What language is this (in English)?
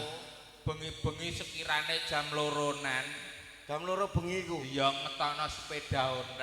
Javanese